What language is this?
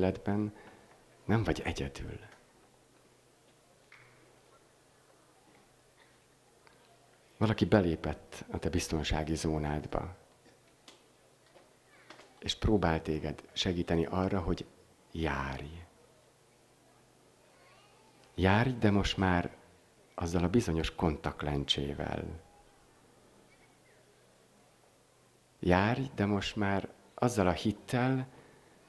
Hungarian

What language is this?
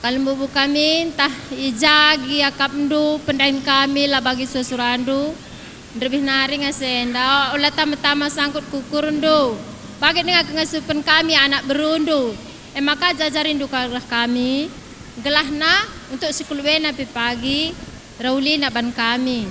Batak Karo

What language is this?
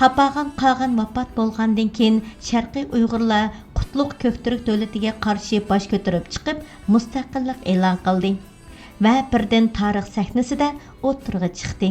Uyghur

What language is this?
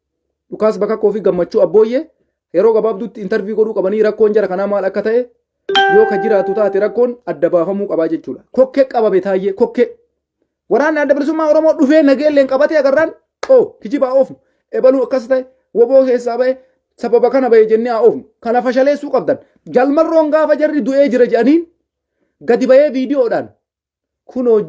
Oromo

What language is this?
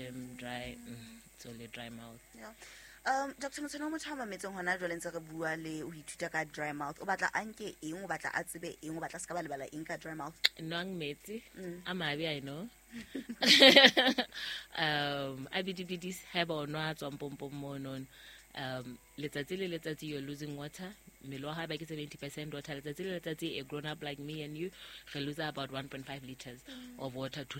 Southern Sotho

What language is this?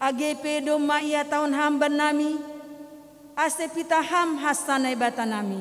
Batak Simalungun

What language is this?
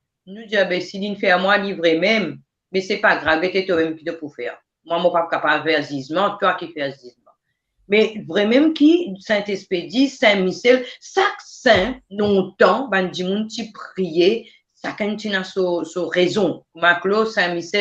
Morisyen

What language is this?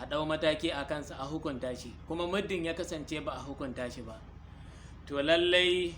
Hausa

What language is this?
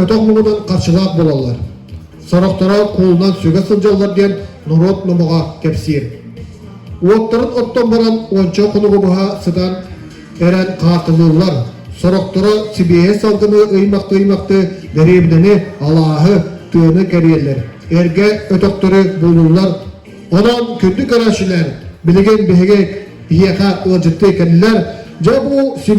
Yakut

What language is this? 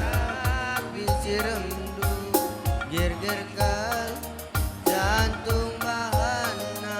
Batak Karo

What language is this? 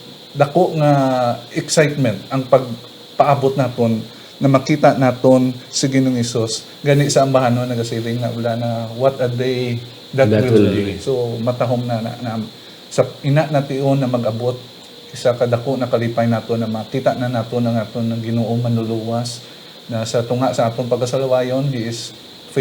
Hiligaynon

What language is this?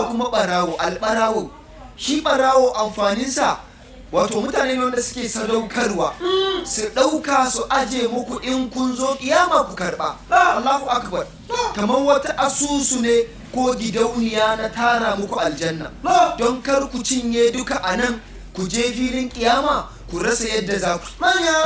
Hausa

